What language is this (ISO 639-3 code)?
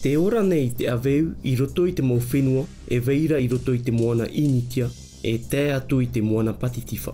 tah